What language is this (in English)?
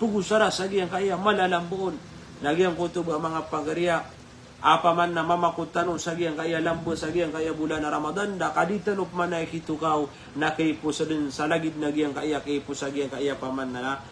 Maranao